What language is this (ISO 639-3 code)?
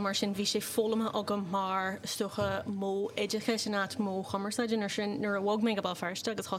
gle